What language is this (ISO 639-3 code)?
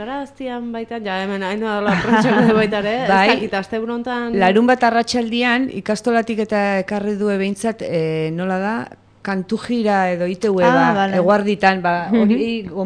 eus